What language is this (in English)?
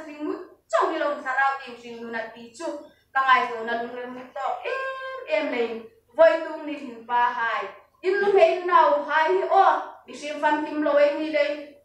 Hmar